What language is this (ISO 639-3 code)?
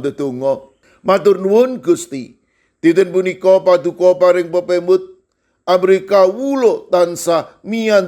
jav